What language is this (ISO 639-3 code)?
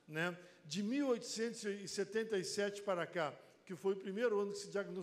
por